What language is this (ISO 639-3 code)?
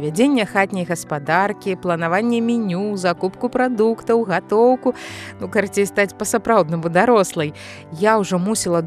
bel